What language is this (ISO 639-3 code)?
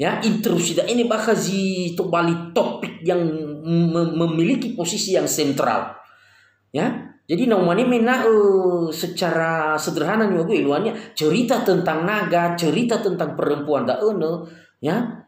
nia